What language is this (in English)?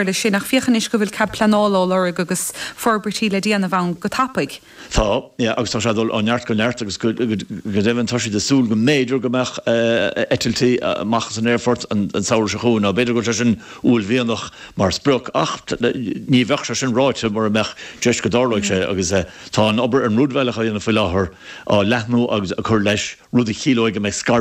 Irish